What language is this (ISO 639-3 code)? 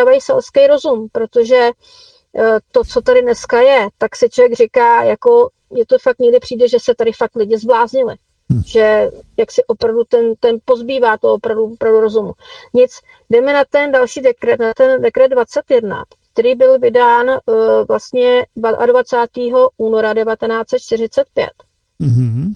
ces